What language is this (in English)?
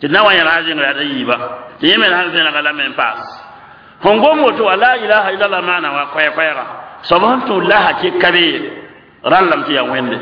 Mossi